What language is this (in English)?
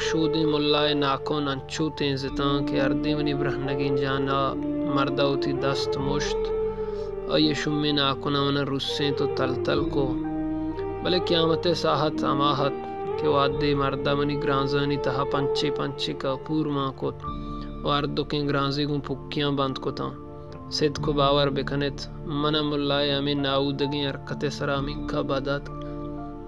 Baluchi